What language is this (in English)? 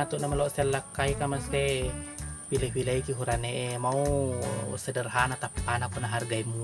Buginese